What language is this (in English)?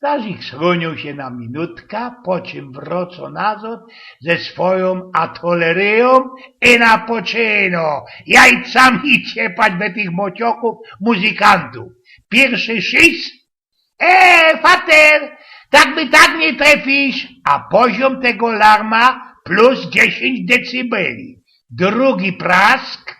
Silesian